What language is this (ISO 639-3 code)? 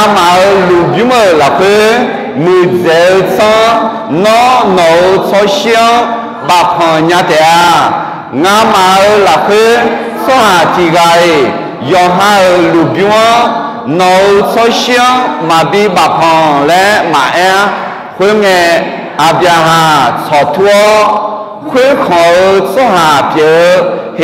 ahk